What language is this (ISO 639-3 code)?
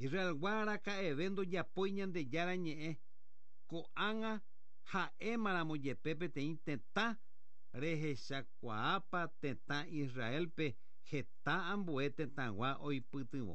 grn